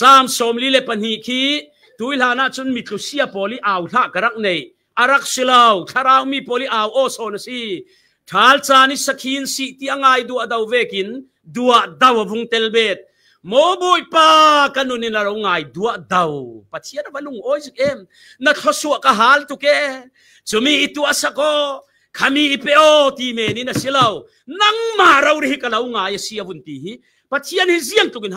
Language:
Falam Chin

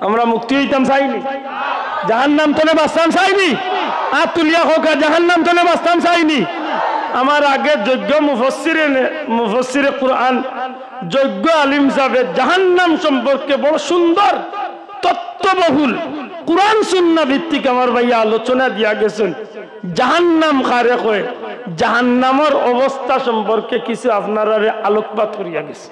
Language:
Sylheti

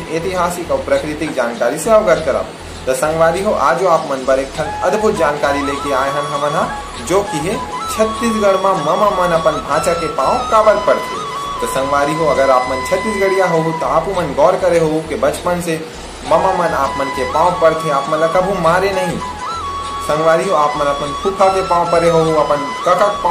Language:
Chhattisgarhi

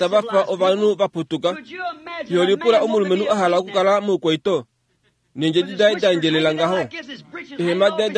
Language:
Kuanyama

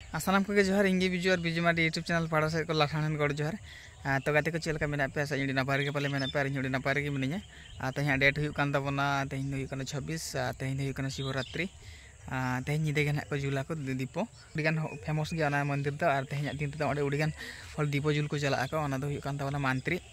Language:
Santali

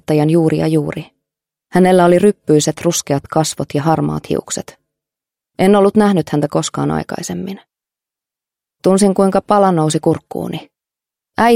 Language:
Finnish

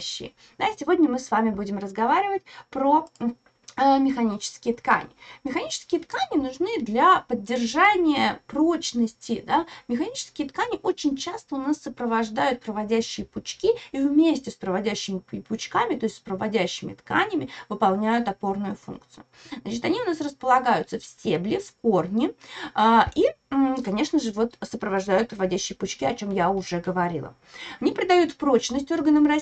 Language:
Russian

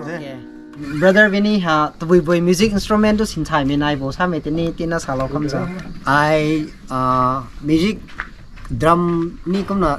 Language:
Rongmei Naga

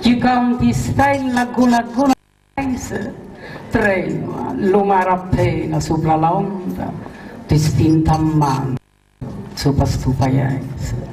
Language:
Sicilian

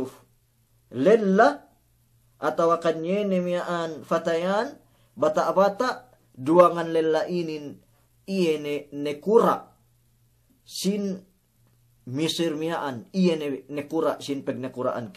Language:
Yakan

